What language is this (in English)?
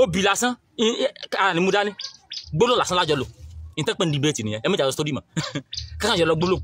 Yoruba